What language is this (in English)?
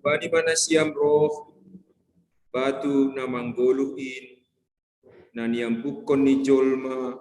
Batak Simalungun